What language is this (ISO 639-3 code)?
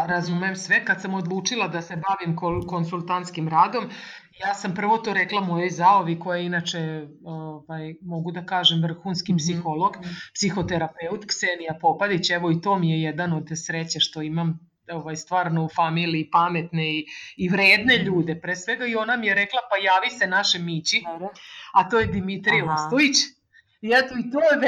srp